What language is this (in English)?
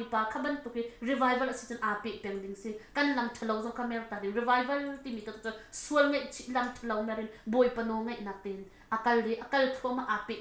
Hakha Chin